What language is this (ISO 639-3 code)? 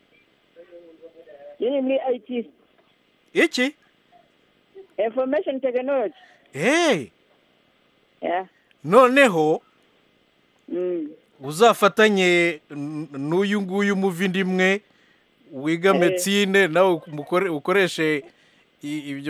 kin